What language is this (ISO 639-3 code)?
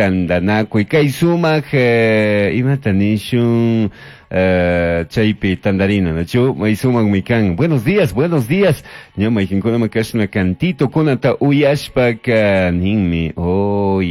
qug